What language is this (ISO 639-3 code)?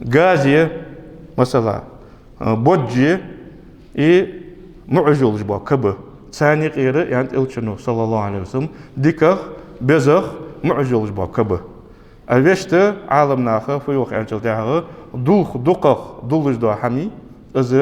inh